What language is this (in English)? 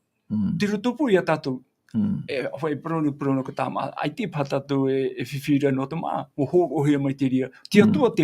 Tahitian